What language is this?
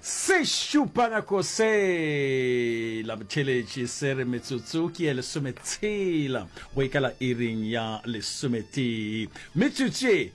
Northern Sotho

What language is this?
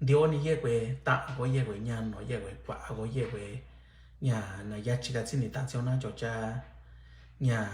Mixtepec Mixtec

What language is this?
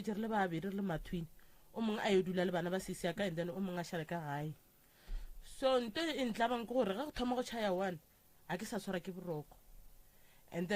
Northern Sotho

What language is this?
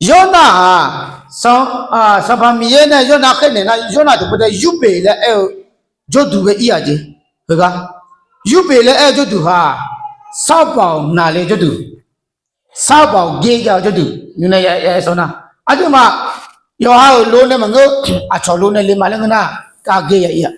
Akha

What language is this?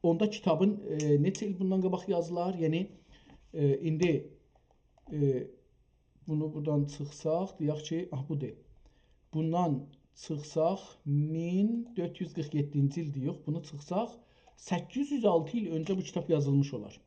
South Azerbaijani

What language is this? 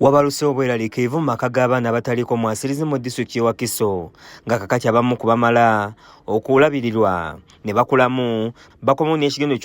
Ganda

